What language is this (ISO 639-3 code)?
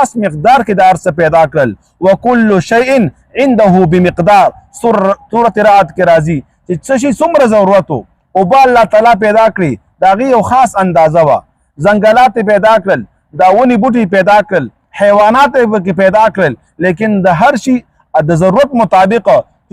pus